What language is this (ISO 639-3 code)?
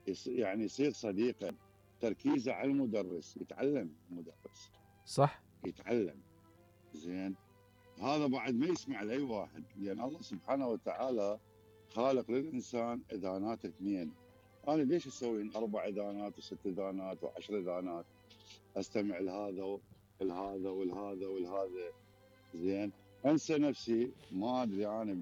acm